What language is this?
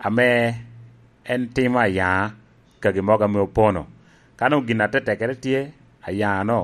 Lango (Uganda)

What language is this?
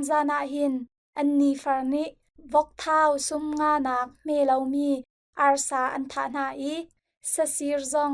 Hakha Chin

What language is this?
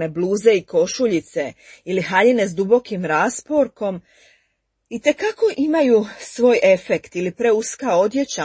Croatian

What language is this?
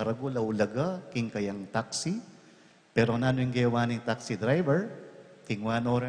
Pampanga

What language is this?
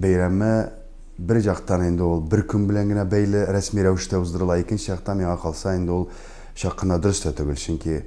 Tatar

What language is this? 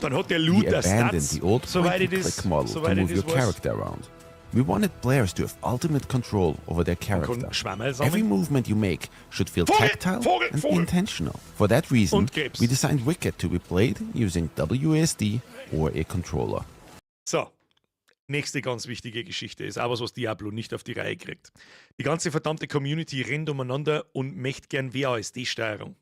Bavarian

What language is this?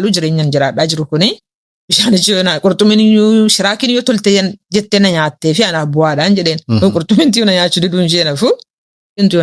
Oromo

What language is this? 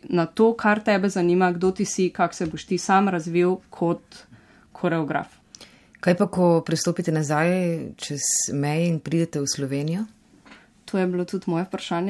Slovenian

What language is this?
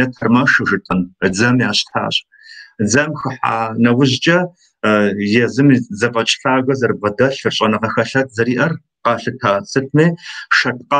Kabardian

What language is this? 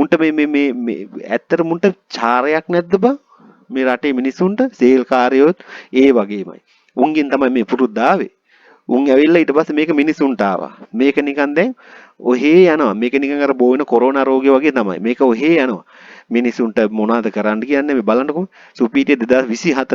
Sinhala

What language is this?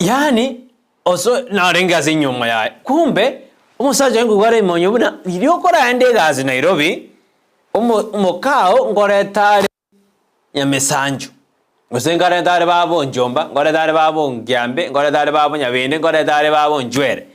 Gusii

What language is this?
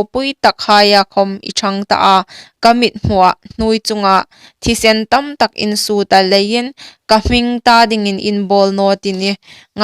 Hmar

